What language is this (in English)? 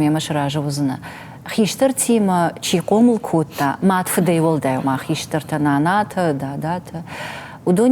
Ossetic